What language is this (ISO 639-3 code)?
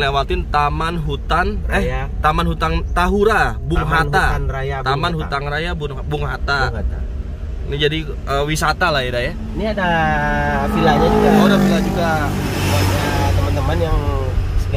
ind